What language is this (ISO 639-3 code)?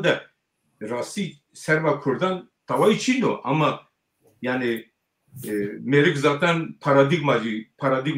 zza